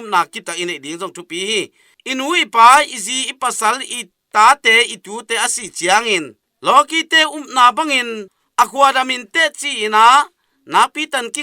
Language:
Tedim Chin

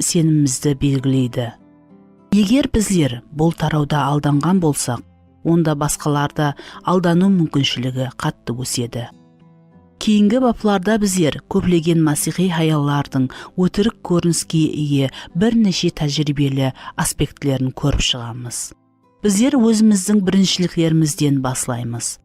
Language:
Kara-Kalpak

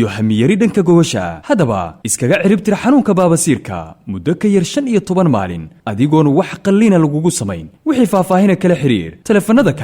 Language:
Somali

